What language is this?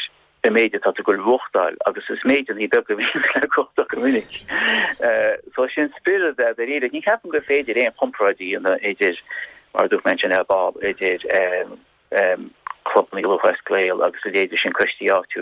Irish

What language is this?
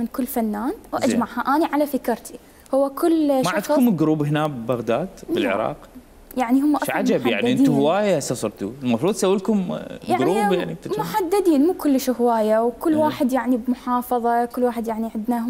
Mesopotamian Arabic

